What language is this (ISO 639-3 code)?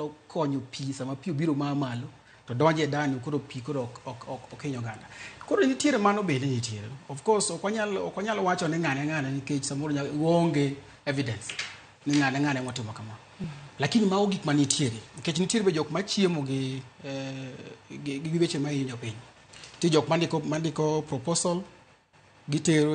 luo